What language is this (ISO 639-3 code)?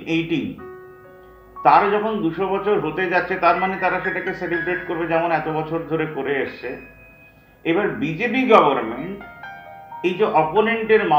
ben